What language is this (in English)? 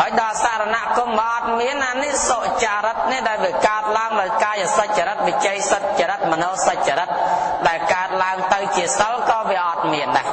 Khmer